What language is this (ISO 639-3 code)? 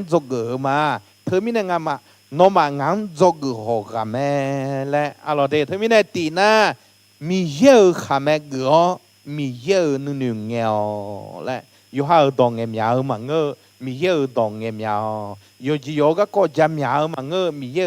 ahk